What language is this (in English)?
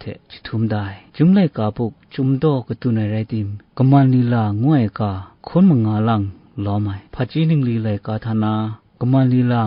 Kachin